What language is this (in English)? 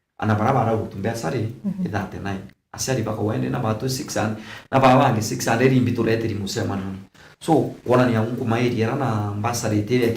Meru